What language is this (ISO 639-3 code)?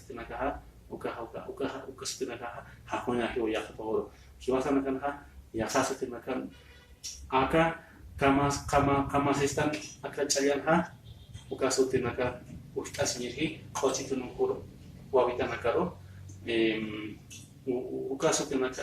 aym